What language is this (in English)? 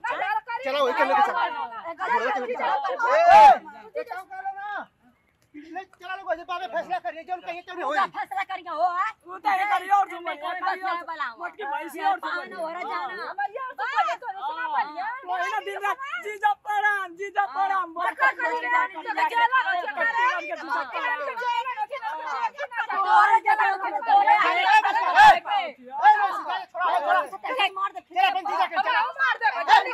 Bhojpuri